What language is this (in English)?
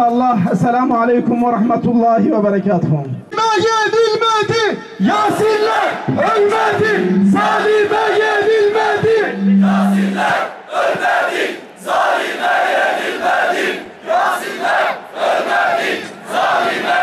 Turkish